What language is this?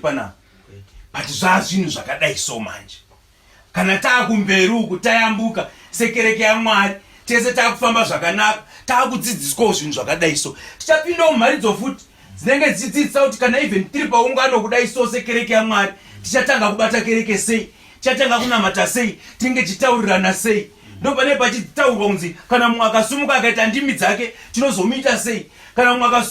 Shona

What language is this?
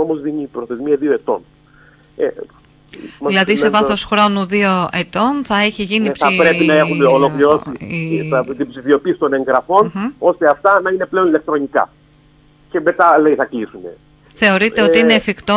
Greek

